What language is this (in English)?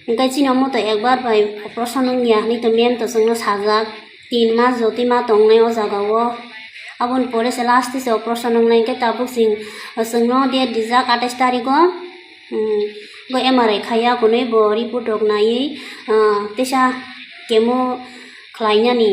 Kok Borok